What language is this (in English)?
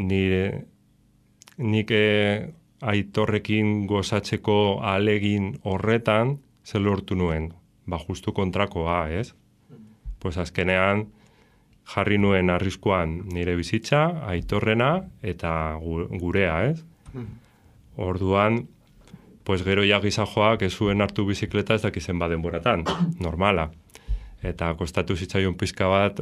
Basque